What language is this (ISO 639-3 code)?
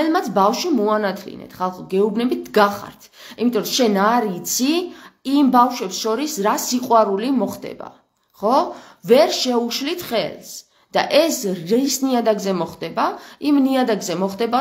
kat